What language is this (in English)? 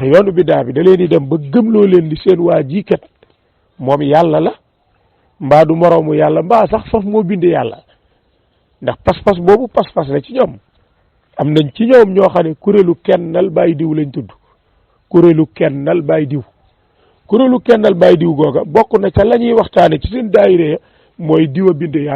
Wolof